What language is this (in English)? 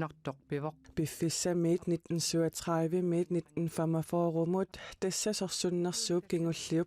Kalaallisut